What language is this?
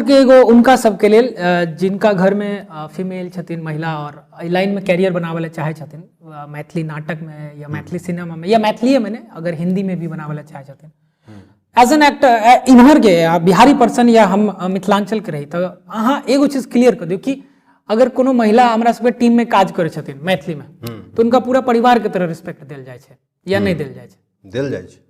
Maithili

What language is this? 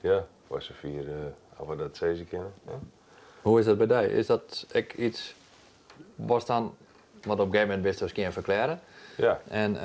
Western Frisian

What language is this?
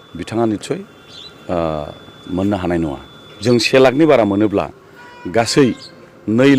Bodo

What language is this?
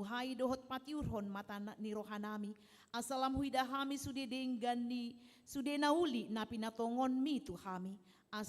Batak Toba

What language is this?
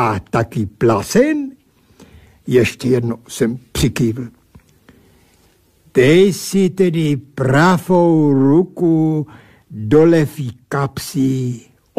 Czech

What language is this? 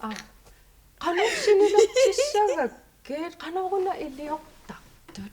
Kalaallisut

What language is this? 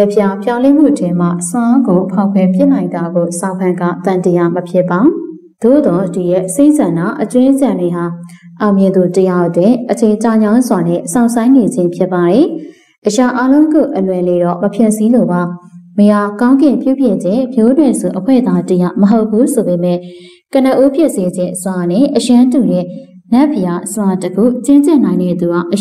Burmese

